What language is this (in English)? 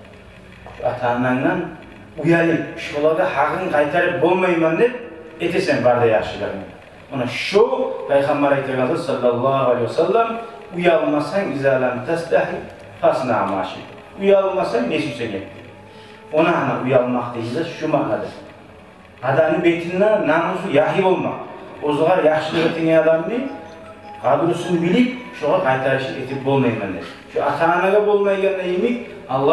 Kumyk